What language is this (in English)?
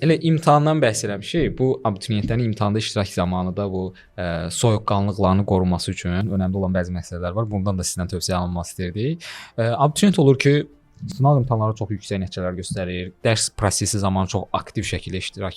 Azerbaijani